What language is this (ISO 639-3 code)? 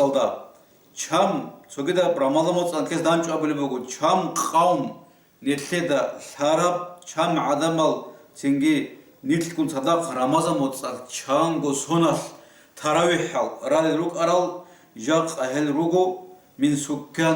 ava